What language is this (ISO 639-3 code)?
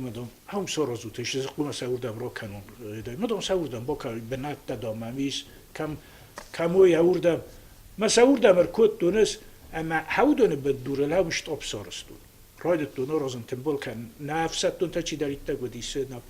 oss